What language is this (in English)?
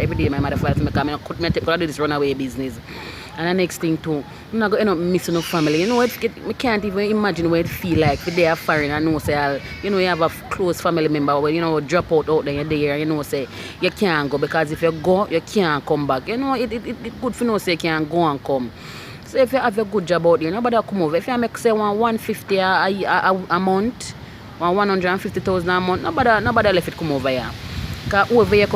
Jamaican Creole English